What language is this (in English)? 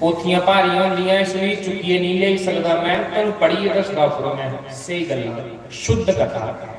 Dogri